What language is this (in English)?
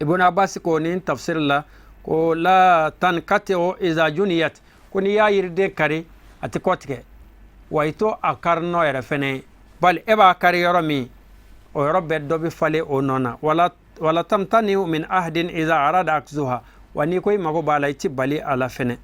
Bambara